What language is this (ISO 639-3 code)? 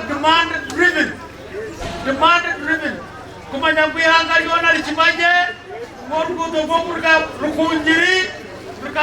nyn